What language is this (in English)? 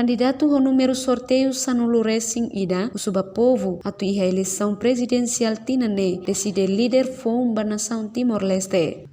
Tetum